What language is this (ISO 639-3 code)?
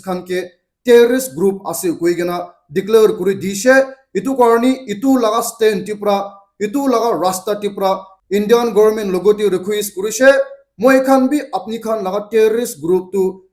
nag